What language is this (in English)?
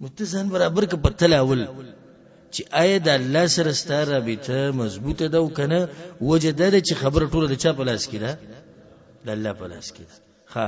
Pashto